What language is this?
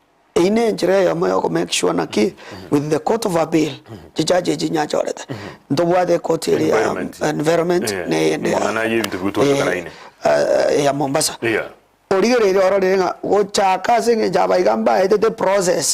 Gusii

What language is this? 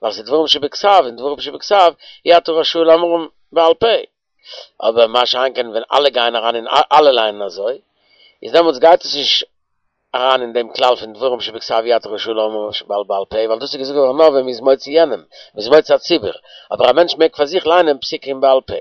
Yiddish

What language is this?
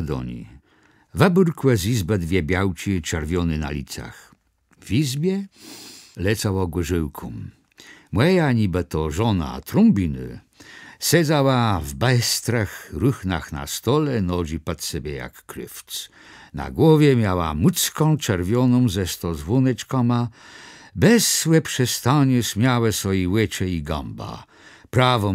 Kashubian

